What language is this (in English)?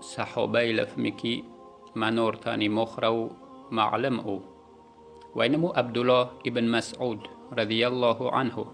Yazgulyam